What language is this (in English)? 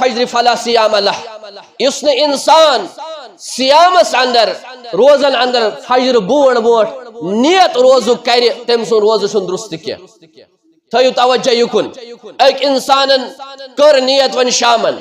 Kashmiri